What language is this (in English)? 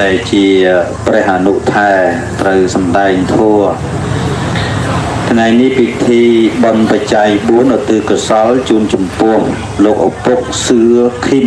Khmer